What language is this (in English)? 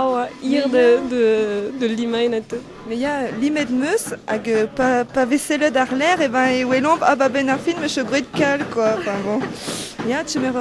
Breton